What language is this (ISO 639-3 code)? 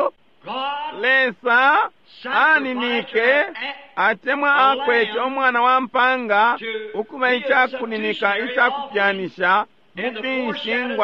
bem